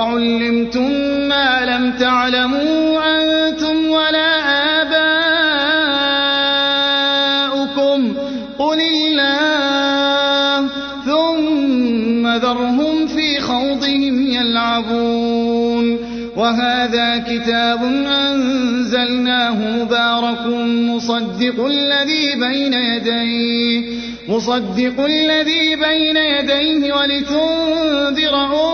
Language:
Arabic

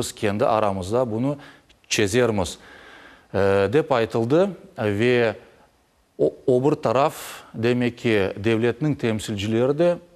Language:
Crimean Tatar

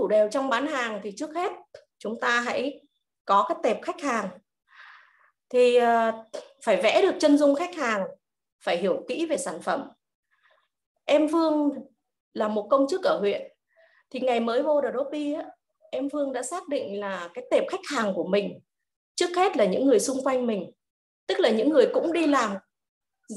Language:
Vietnamese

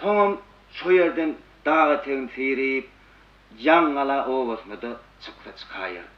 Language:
Turkmen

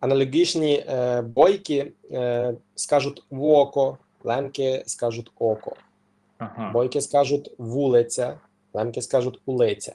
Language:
Rusyn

